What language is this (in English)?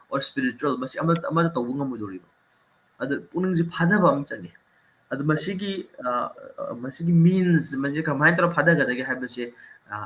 Manipuri